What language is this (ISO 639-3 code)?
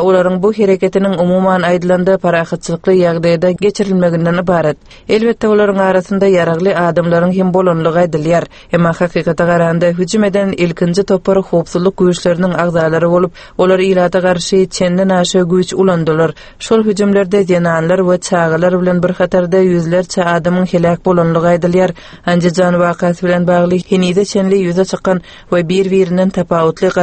tuk